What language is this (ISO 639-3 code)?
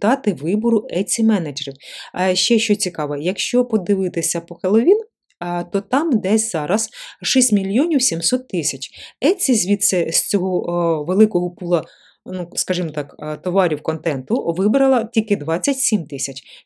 ukr